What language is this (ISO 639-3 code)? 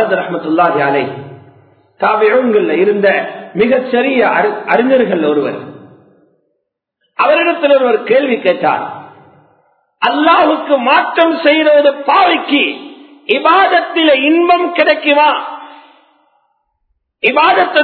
tam